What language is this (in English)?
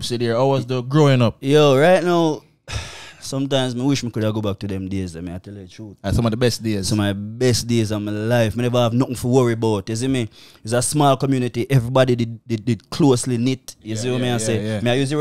Jamaican Creole English